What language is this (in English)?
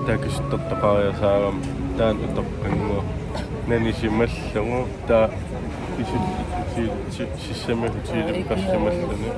Kalaallisut